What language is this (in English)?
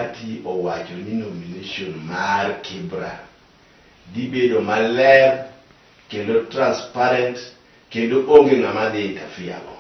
Luo (Kenya and Tanzania)